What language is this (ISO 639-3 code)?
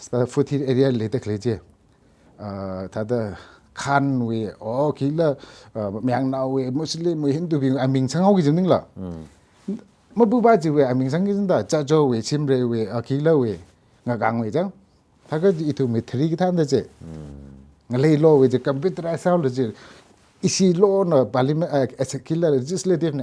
nmf